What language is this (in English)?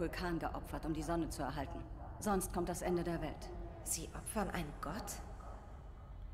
German